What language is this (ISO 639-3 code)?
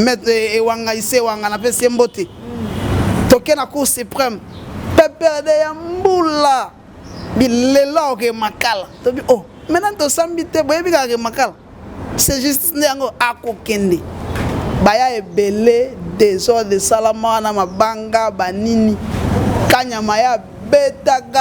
lin